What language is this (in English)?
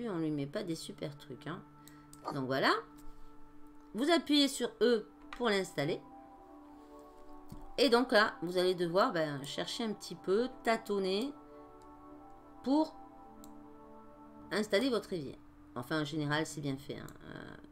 French